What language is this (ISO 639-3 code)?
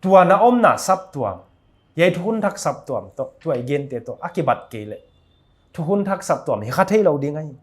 pck